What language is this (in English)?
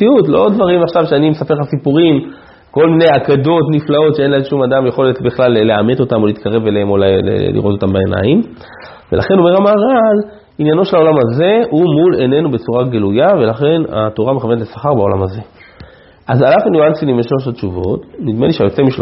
Hebrew